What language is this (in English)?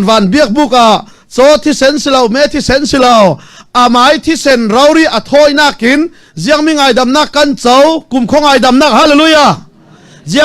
Falam Chin